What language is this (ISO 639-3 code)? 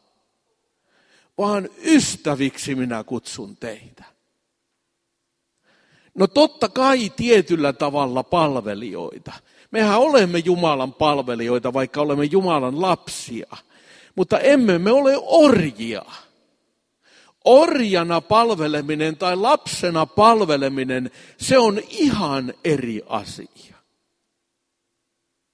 fin